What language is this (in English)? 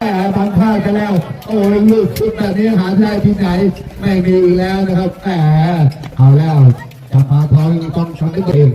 Lao